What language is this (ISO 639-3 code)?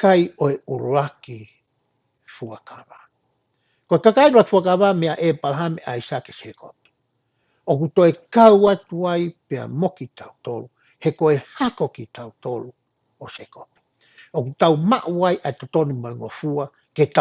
ton